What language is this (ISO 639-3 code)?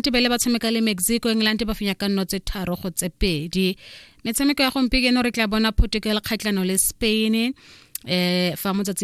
tsn